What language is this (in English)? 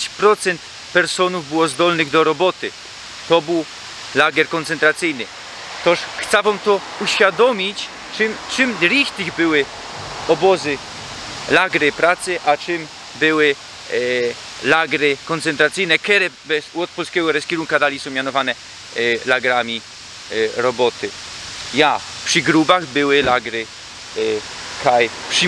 Silesian